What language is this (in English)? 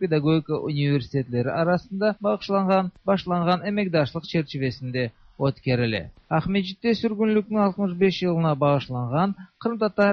Tatar